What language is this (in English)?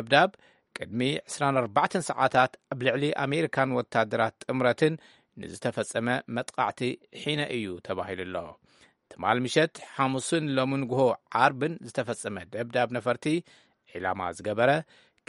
Tigrinya